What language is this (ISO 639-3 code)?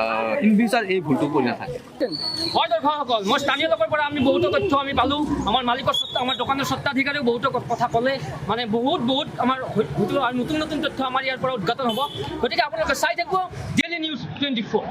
asm